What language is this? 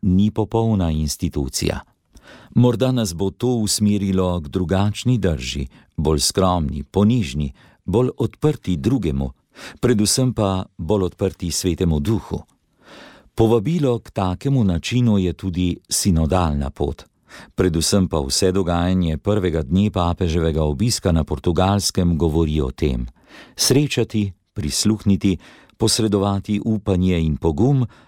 Slovenian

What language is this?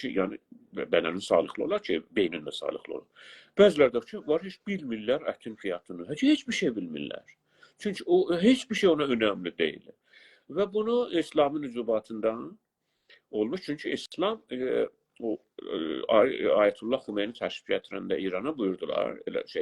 South Azerbaijani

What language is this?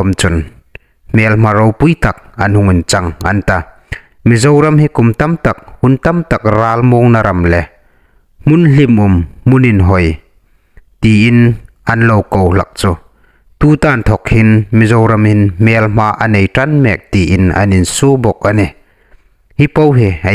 Hmar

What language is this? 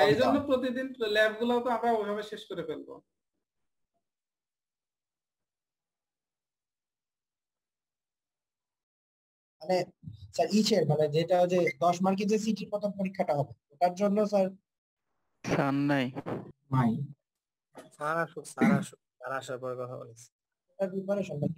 Bangla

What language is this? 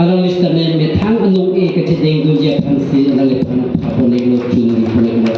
Karbi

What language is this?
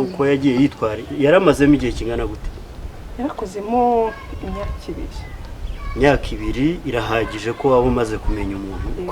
Kinyarwanda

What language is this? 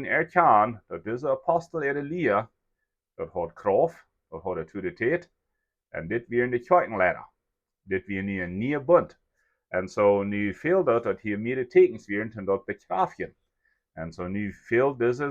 Plautdietsch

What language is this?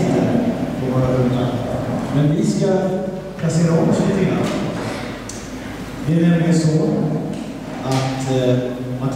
Swedish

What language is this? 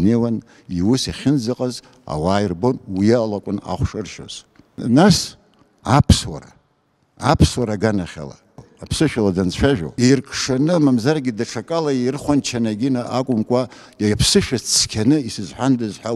Abkhazian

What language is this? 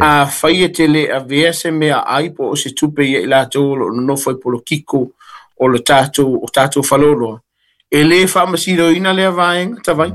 Samoan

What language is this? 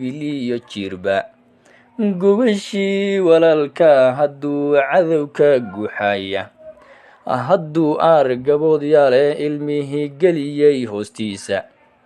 Somali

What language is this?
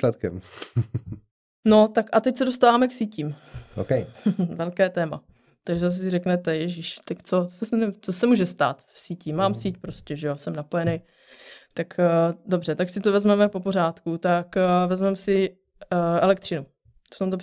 Czech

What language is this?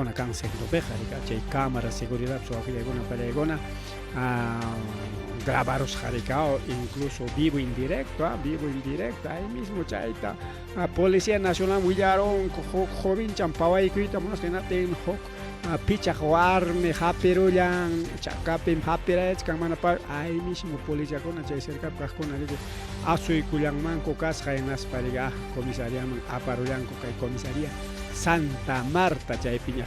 Ayacucho Quechua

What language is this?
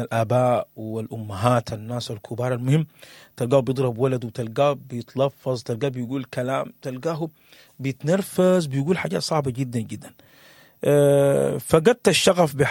Sudanese Arabic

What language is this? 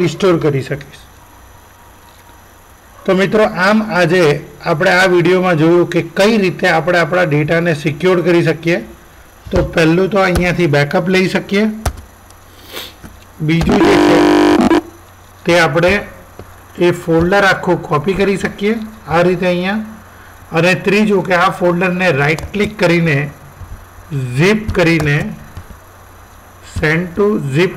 Gujarati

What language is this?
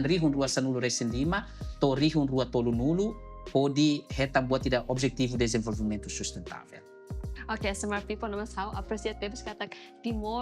Tetum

